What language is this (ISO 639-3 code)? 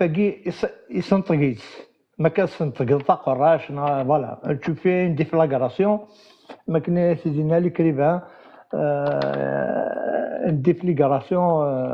kab